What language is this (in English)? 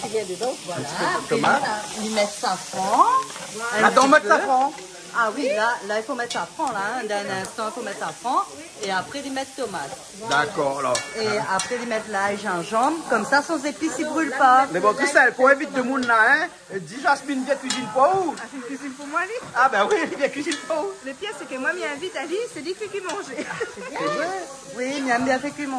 Réunion Creole French